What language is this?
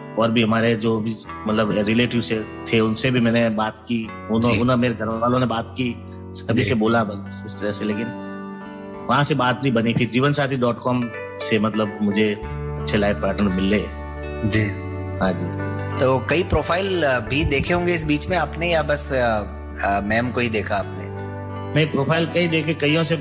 Hindi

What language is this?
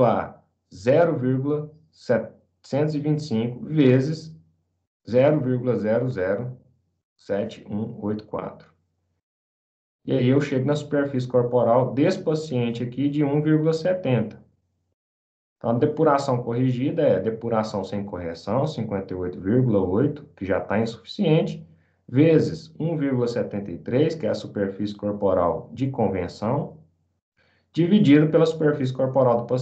Portuguese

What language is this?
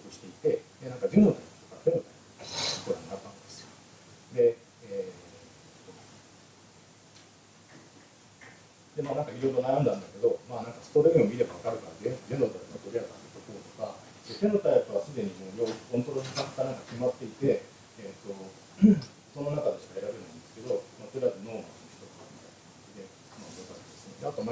Japanese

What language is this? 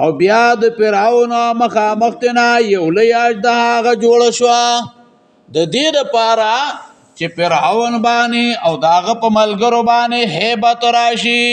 Pashto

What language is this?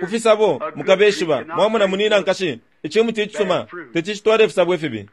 Bemba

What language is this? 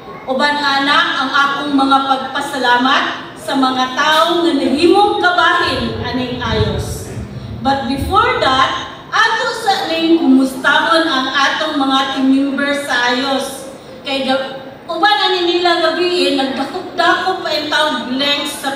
Cebuano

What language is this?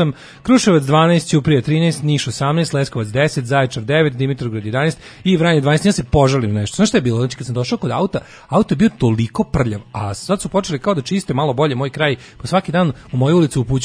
Serbian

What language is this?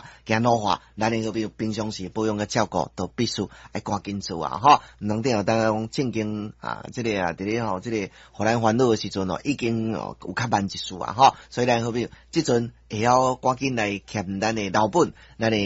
Min Nan Chinese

